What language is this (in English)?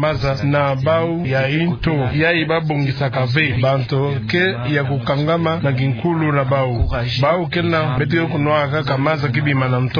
Kituba (Democratic Republic of Congo)